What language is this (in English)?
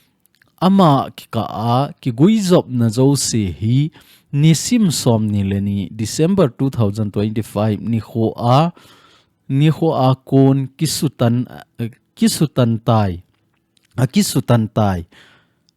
Thado Chin